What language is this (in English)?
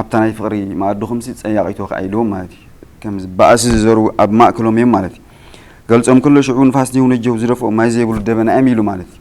Tigrinya